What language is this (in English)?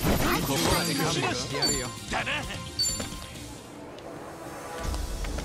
Japanese